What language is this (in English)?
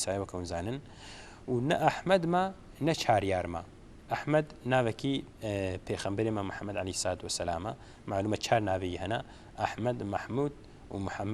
Kurdish